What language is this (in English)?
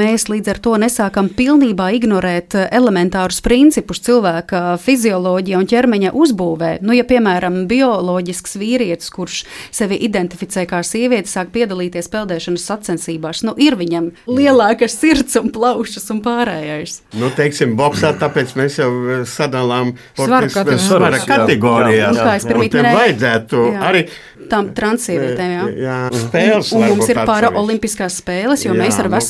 Latvian